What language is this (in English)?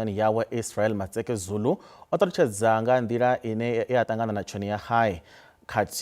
Venda